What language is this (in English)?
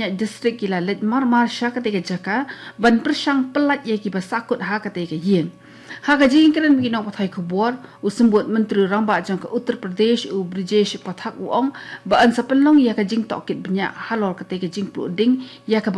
Khasi